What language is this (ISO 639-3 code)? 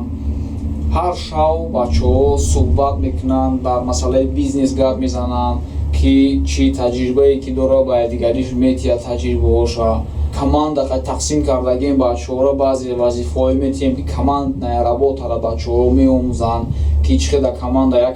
tgk